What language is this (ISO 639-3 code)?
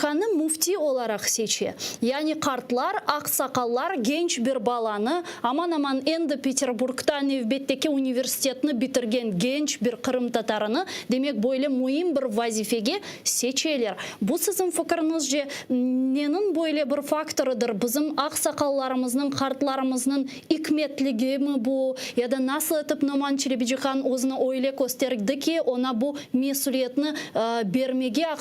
crh